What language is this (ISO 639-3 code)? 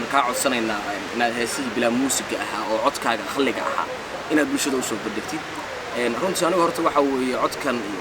som